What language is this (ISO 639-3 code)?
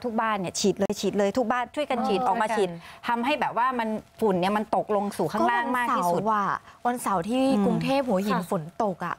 tha